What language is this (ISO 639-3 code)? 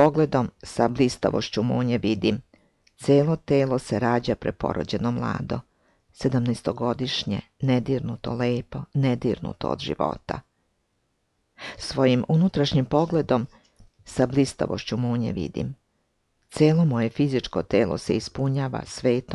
srp